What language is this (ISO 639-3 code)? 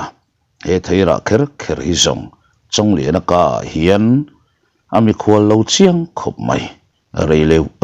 lus